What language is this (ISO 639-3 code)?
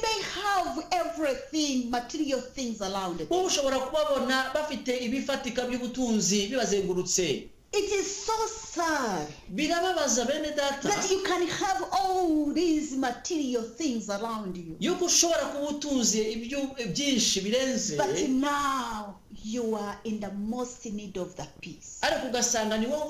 kin